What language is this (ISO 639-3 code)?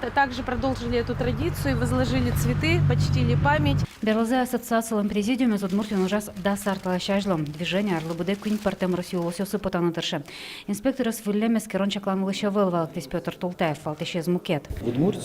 udm